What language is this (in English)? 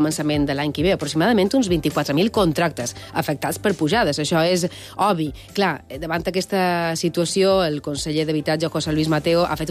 Catalan